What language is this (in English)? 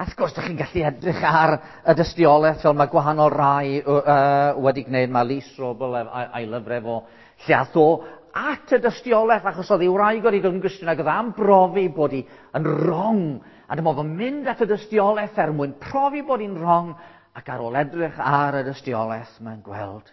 Welsh